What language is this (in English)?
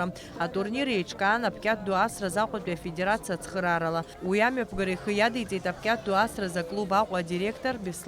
Abkhazian